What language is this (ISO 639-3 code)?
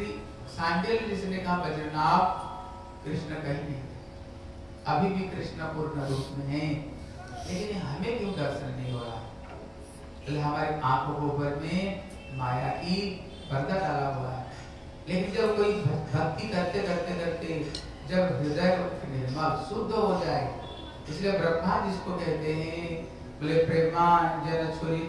hin